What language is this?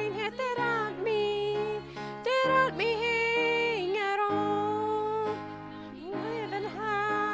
Plautdietsch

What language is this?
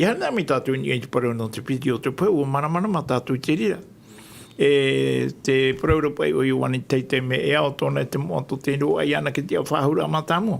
Tahitian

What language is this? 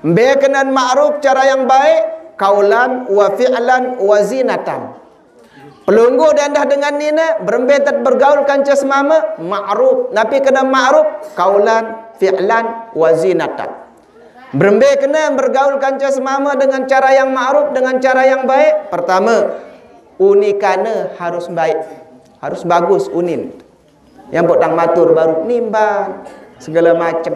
Sasak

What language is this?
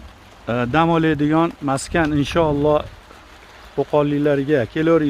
Uzbek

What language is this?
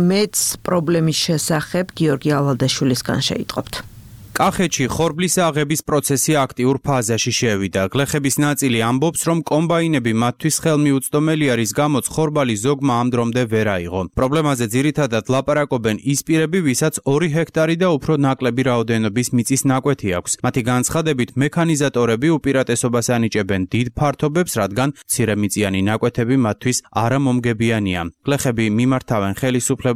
Georgian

